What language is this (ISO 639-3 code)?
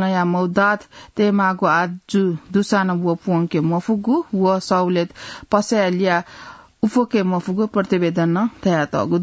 new